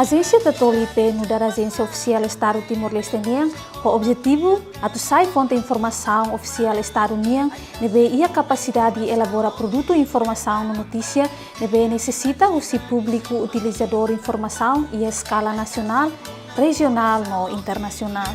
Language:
Tetum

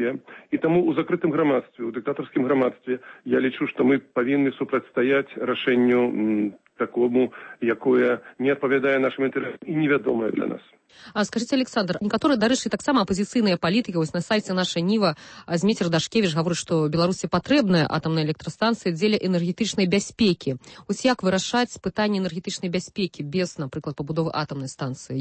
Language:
Belarusian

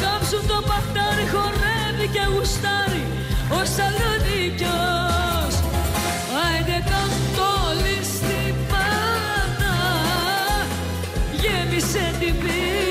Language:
Greek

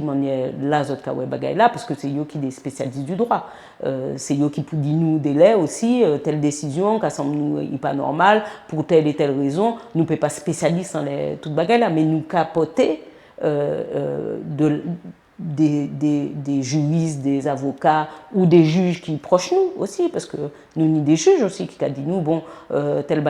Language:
Guadeloupean Creole French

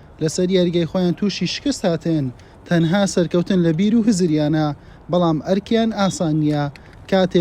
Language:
Central Kurdish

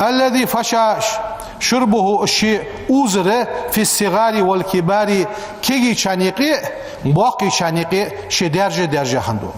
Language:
Ingush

